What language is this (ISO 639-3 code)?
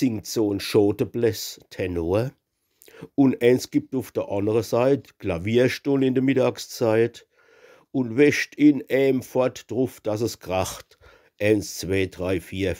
pfl